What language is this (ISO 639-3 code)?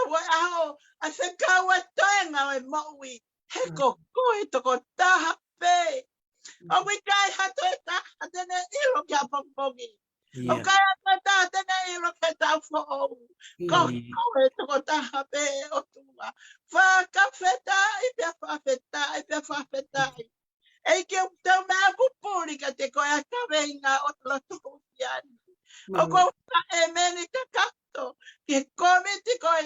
ton